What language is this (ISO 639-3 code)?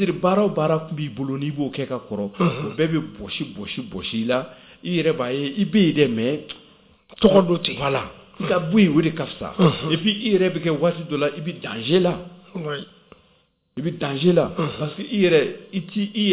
bam